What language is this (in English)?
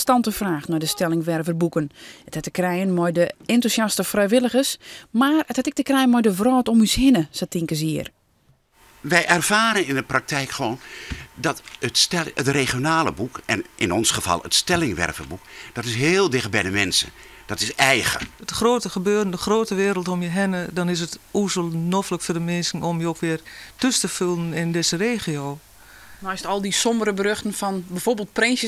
Western Frisian